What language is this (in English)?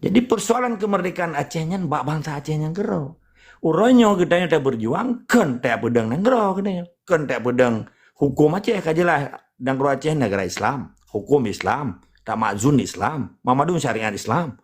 Achinese